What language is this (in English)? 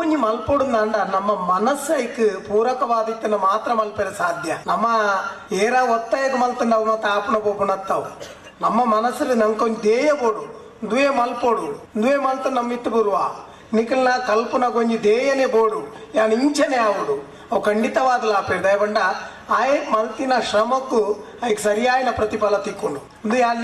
Tulu